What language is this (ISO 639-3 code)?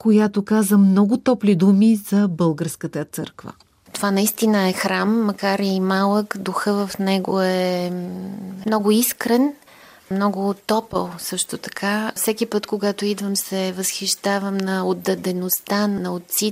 bul